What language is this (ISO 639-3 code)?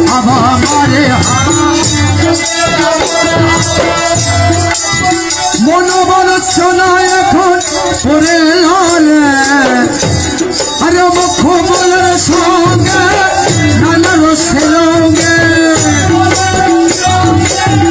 ben